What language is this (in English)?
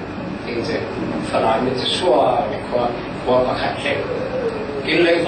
Falam Chin